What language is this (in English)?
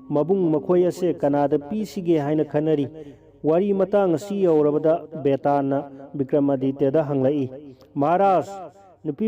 Manipuri